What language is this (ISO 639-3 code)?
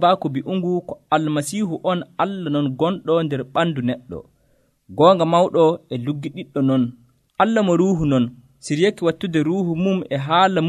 fuv